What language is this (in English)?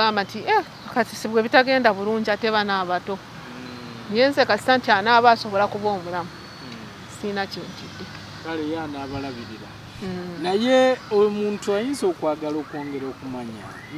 Ganda